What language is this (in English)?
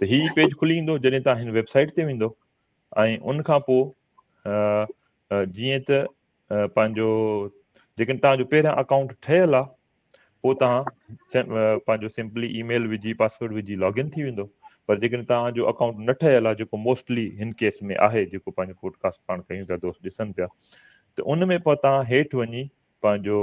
Sindhi